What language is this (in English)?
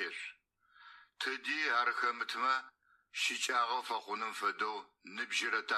Adyghe